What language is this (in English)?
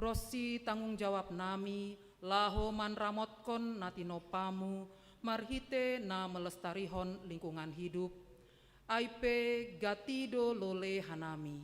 Batak Simalungun